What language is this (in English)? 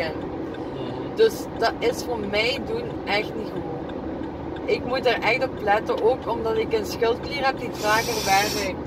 Dutch